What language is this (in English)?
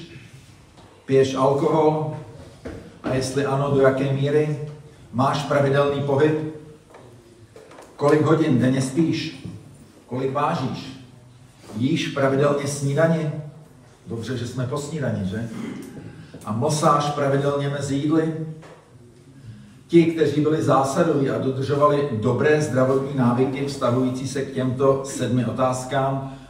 Czech